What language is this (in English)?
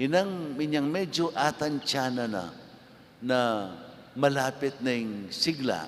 Pampanga